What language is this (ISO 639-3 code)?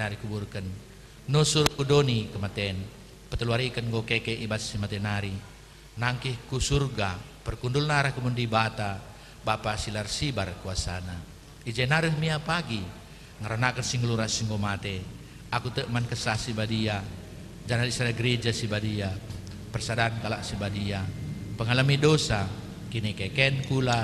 btx